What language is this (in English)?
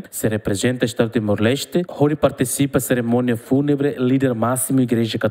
Tetum